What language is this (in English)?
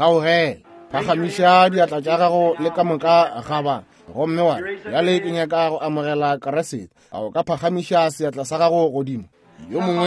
Northern Sotho